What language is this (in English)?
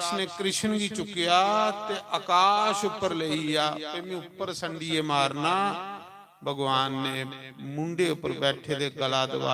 Dogri